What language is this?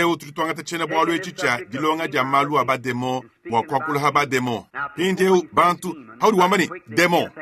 Luba-Lulua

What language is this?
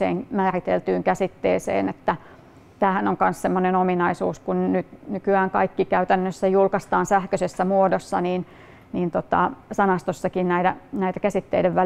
Finnish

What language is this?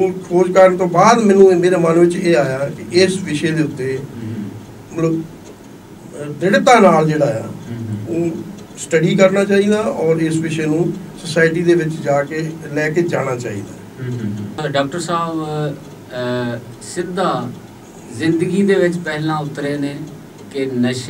Punjabi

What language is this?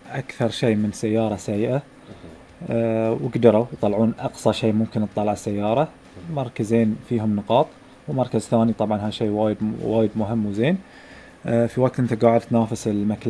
Gulf Arabic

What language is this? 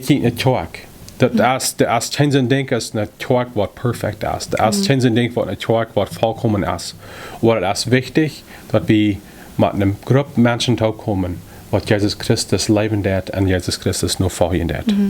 Plautdietsch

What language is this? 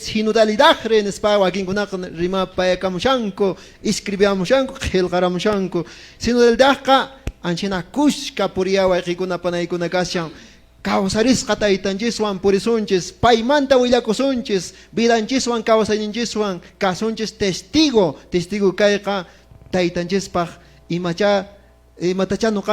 Quechua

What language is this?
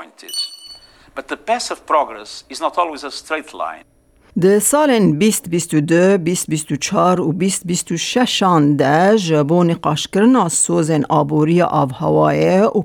Kurdish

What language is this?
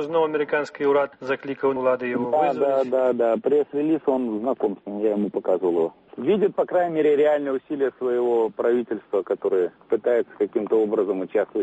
Belarusian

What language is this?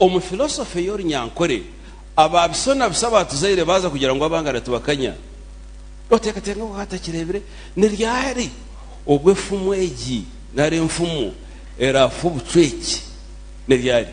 Nyankole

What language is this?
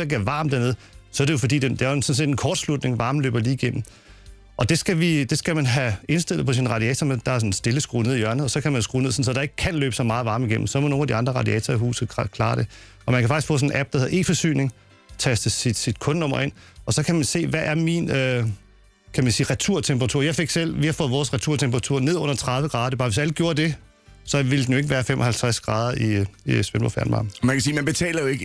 Danish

